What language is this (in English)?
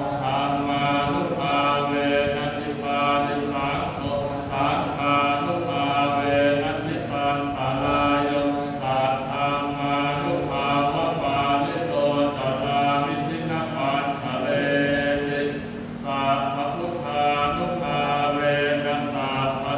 Pali